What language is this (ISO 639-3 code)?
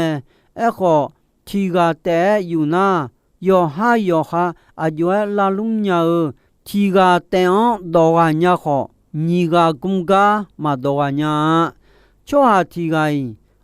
ahk